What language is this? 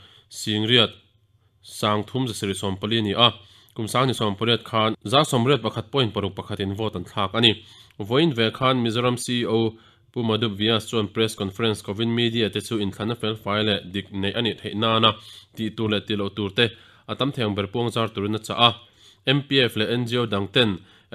Mizo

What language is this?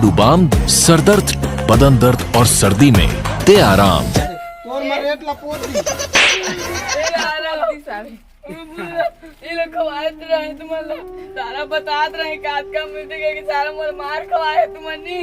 Chhattisgarhi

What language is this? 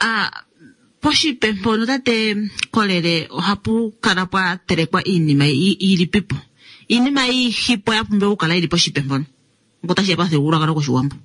Kuanyama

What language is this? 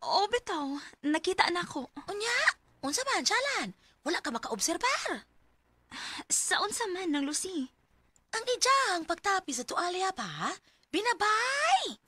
Cebuano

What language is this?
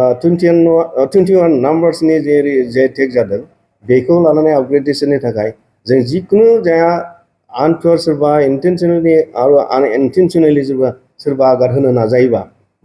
Bodo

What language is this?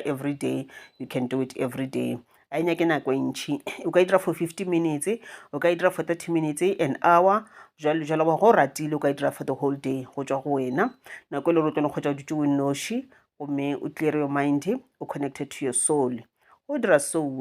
Northern Sotho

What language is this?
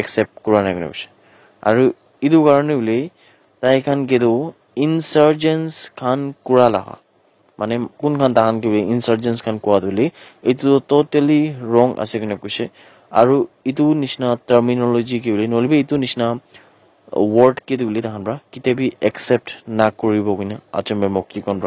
Naga Pidgin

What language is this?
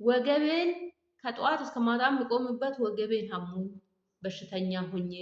Amharic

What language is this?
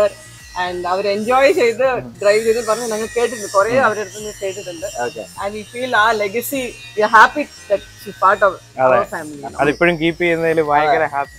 Malayalam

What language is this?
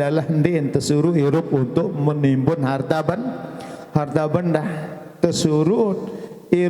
Sasak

